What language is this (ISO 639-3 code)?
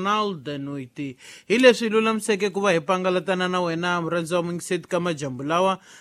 tso